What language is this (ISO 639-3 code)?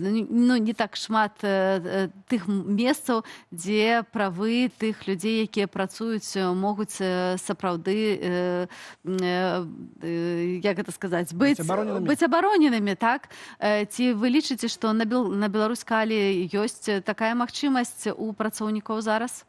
bel